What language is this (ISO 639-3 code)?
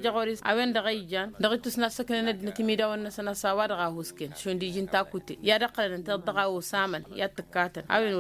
taq